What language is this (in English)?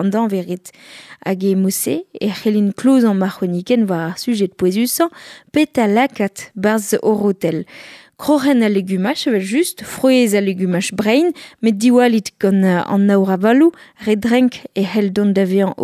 Breton